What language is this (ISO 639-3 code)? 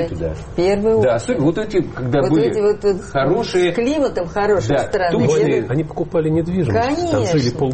rus